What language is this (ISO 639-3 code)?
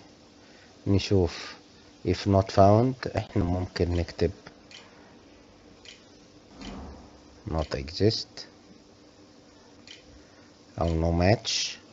arz